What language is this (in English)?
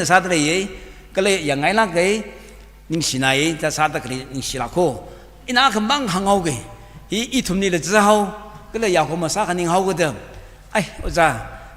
Tangkhul Naga (India)